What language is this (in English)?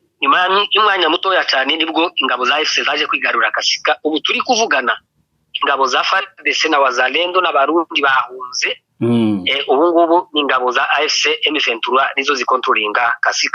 Kinyarwanda